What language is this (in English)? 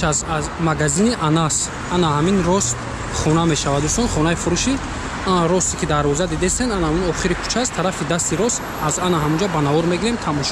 Tajik